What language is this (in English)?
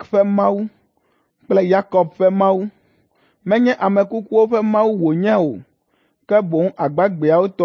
Ewe